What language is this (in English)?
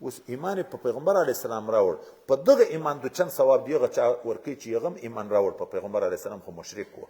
Pashto